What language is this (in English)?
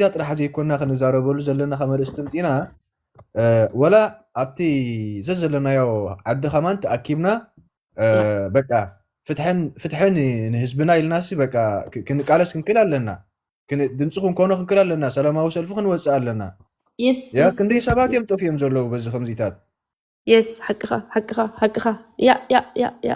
Tigrinya